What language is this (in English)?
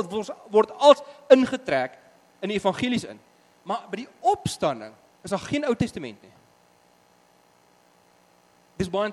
Afrikaans